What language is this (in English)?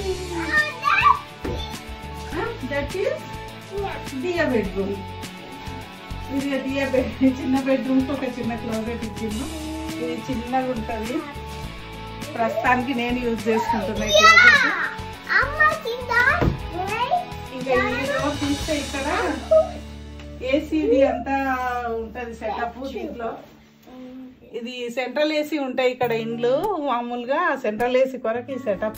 Telugu